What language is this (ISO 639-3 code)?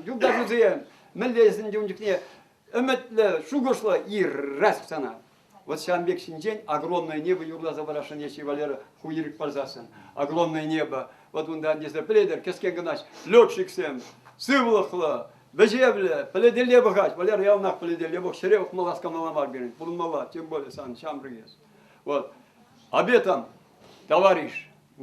chv